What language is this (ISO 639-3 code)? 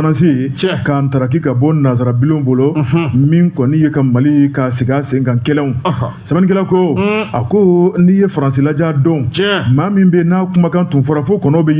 bam